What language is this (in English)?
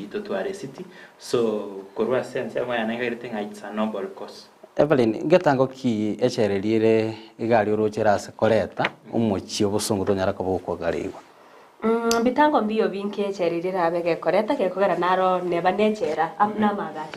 Gusii